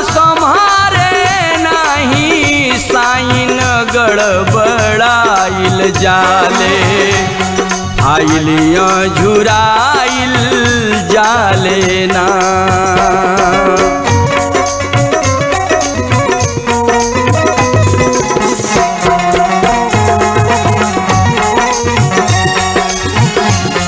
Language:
Bhojpuri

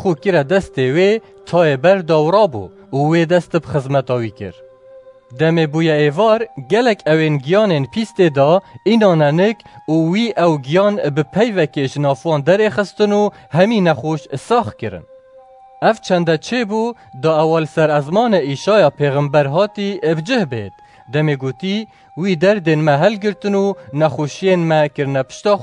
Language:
Kurdish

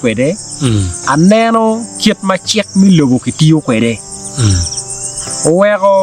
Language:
Acoli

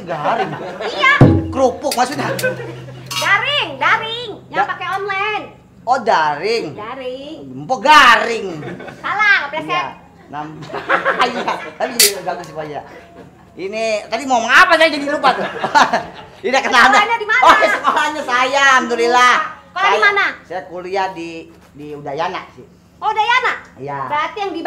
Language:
Betawi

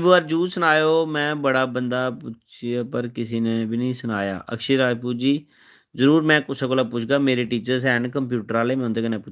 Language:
Dogri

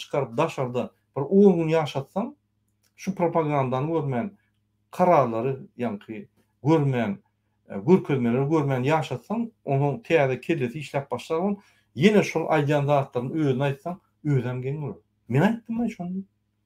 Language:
Turkmen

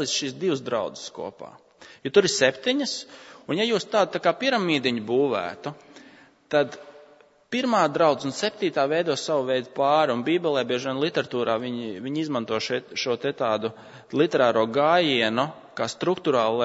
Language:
Latvian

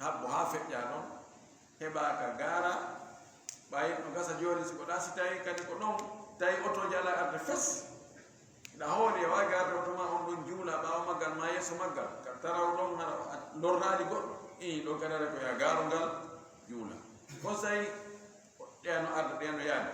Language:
Fula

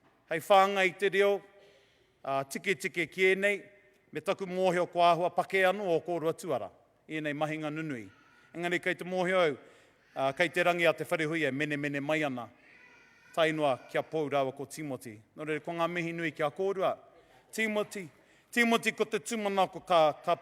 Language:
Māori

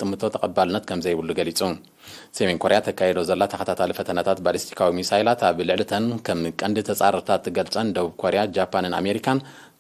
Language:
Tigrinya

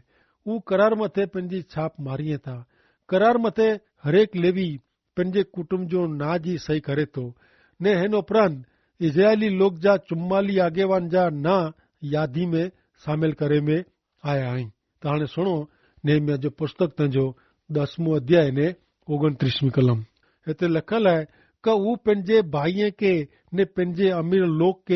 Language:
Kachhi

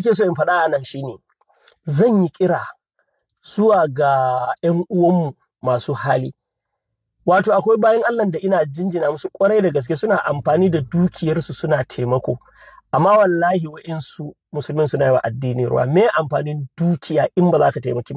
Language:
Hausa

